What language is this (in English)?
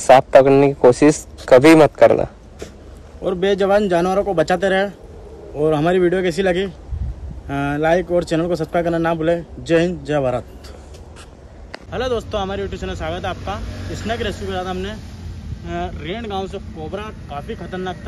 Hindi